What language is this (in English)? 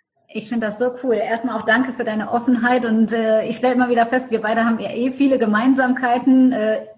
German